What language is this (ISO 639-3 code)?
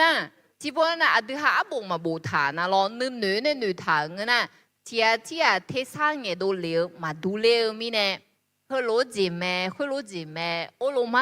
ahk